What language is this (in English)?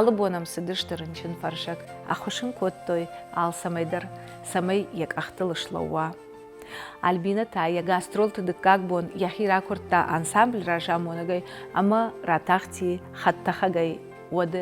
Ossetic